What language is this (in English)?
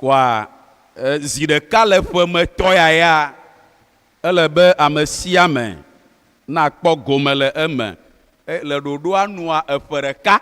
Ewe